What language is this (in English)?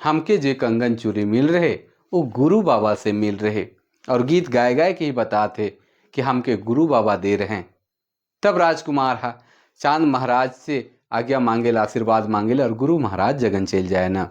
Sadri